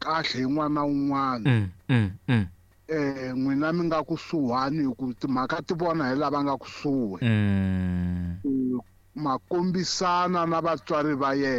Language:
Tsonga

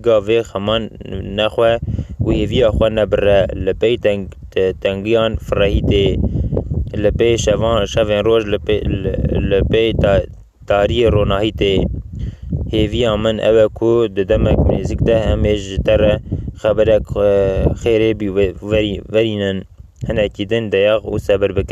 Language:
Kurdish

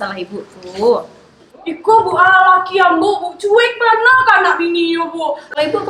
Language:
Minangkabau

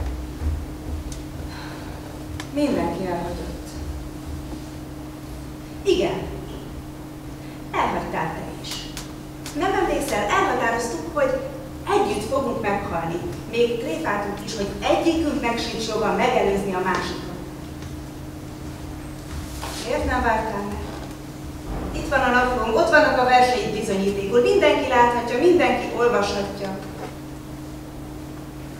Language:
Hungarian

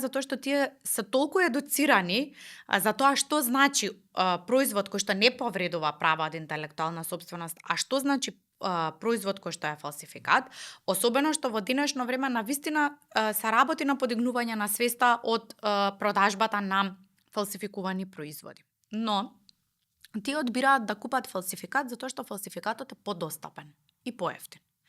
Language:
Macedonian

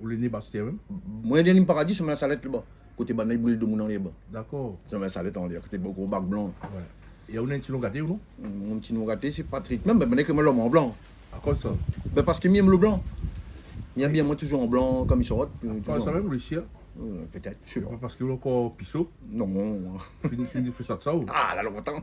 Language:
Réunion Creole French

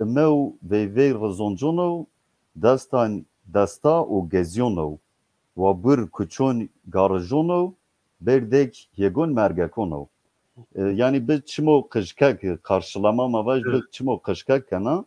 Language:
Zaza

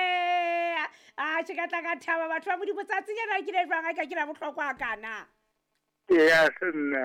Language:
Southern Sotho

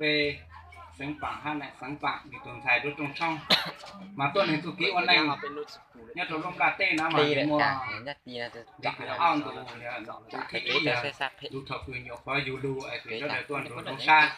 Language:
Hmong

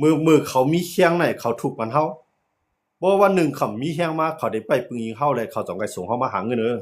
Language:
Shan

